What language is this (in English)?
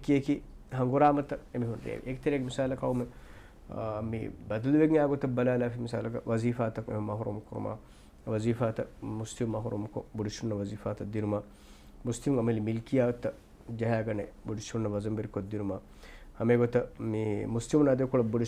Divehi